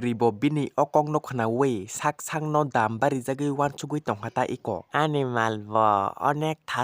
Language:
Kok Borok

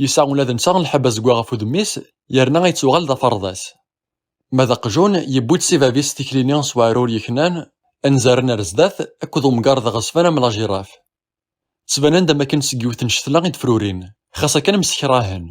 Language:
Kabyle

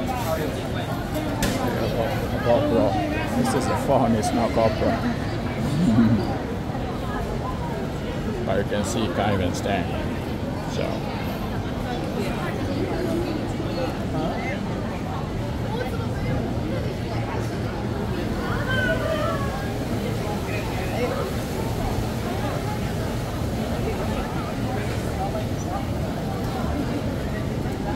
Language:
English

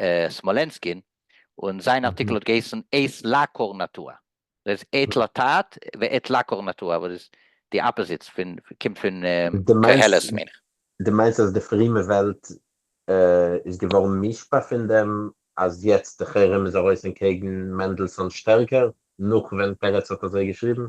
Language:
Yiddish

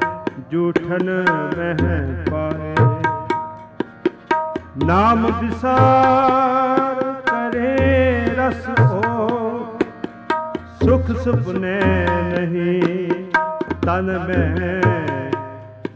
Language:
Punjabi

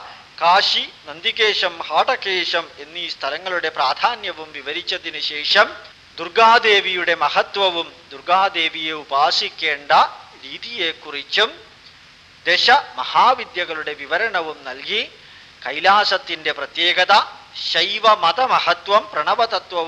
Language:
Malayalam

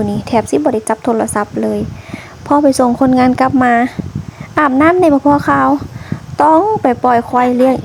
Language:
Northeastern Thai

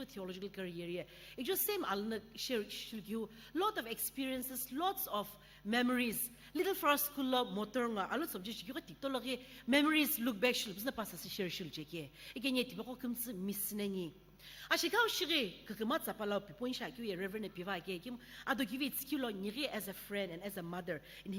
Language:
Sumi Naga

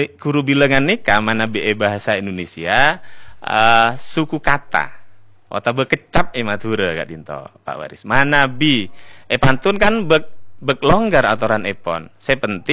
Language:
Madurese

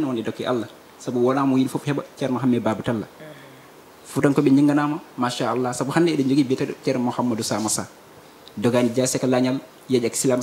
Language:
Fula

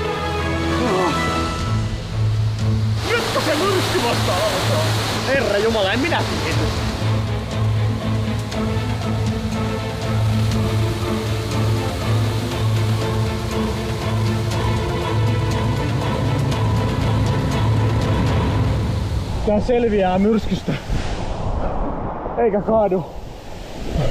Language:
Finnish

